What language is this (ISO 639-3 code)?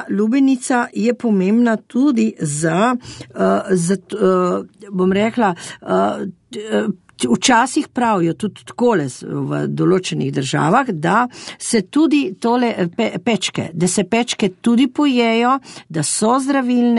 slv